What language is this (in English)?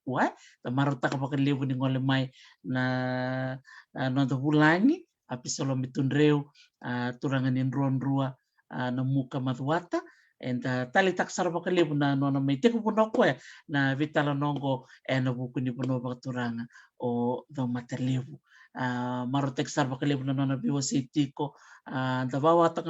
Fijian